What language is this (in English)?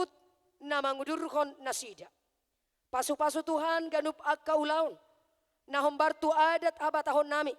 Batak Toba